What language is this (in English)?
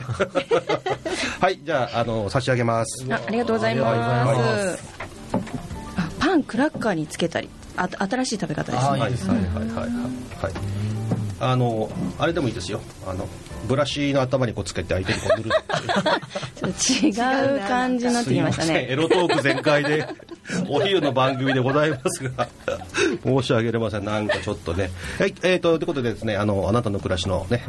Japanese